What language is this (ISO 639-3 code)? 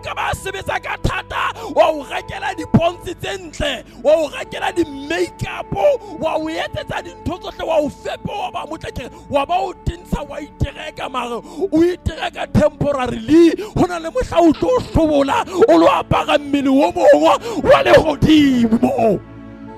sot